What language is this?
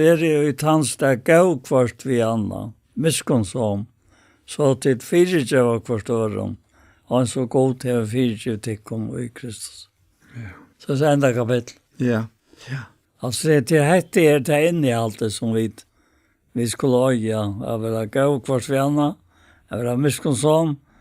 Faroese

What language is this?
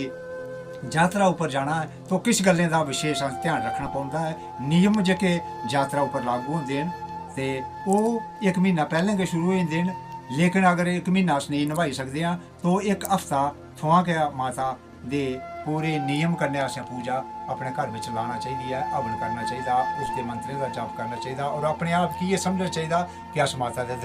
Dogri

